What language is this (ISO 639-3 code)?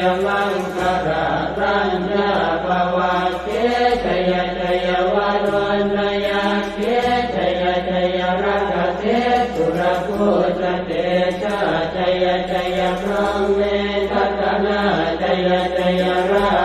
pli